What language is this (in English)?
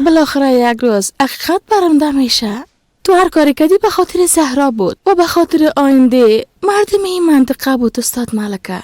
Persian